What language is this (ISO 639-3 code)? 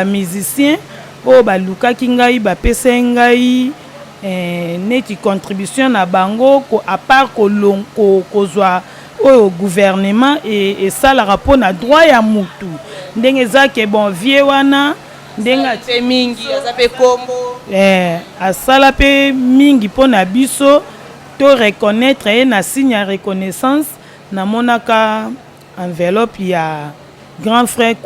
lin